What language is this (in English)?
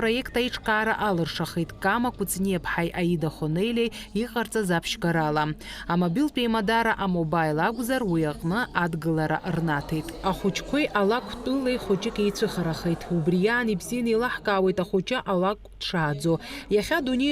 Abkhazian